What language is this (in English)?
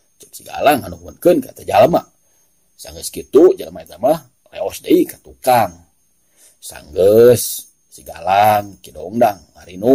Sundanese